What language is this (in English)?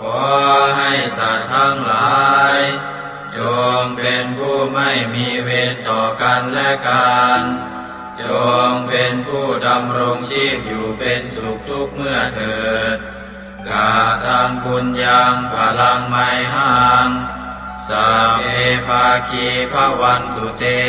Pali